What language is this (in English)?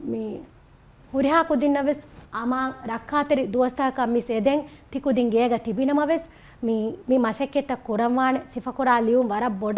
Divehi